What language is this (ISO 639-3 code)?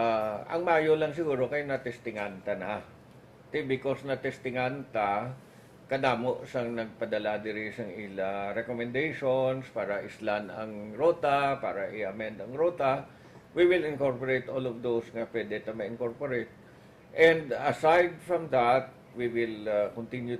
hil